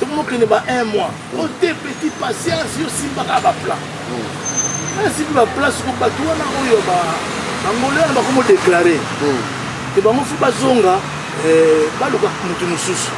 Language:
Lingala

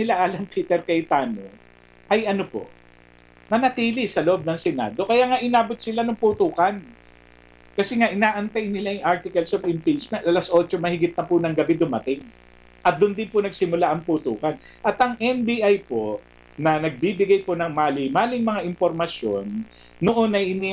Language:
Filipino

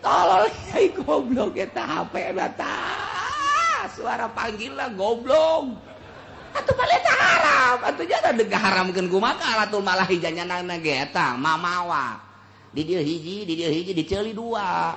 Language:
Sundanese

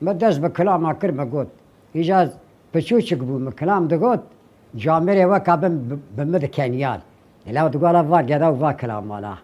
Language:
Kurdish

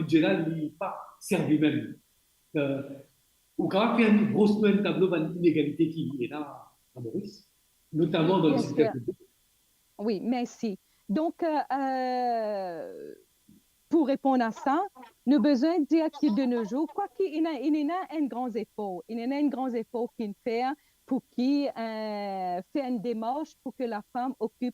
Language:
Morisyen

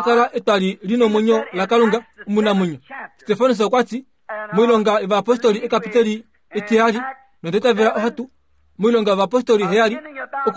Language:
Kuanyama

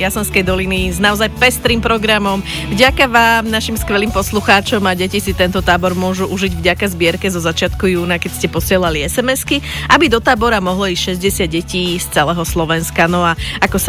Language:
Slovak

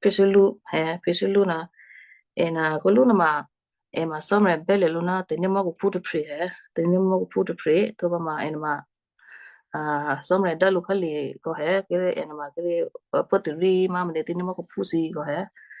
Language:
Western Kayah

